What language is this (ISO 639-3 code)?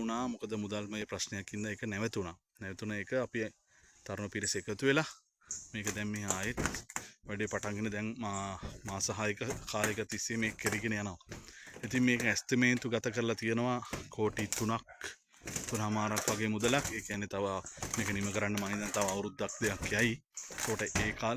sin